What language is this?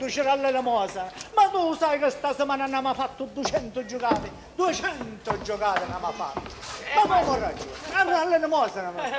Sicilian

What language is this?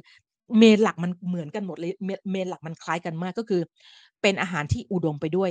Thai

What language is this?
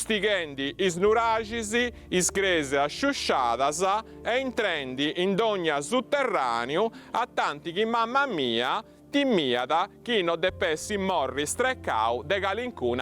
Sardinian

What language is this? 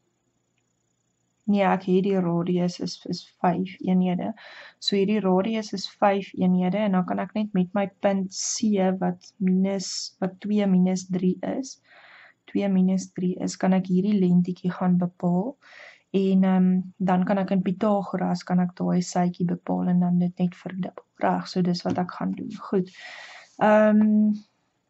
Afrikaans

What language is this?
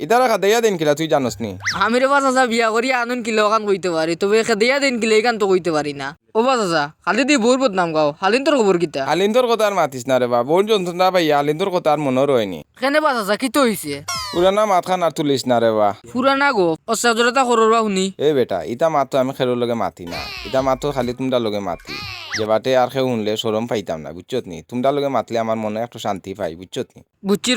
Sylheti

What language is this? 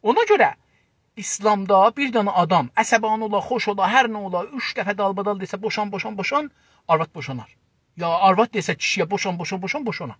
South Azerbaijani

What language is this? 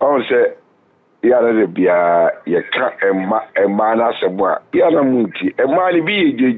Akan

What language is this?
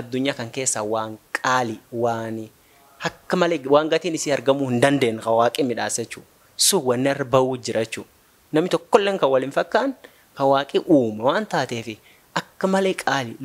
Oromo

